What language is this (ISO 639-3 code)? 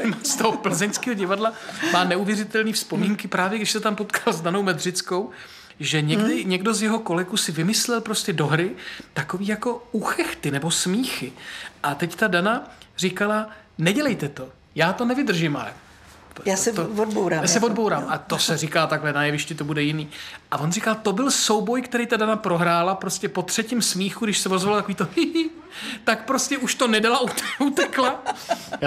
ces